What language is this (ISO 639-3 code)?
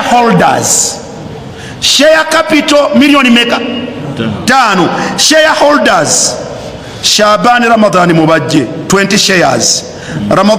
lug